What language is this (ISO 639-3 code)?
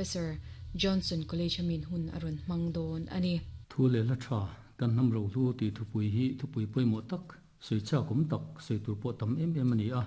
lus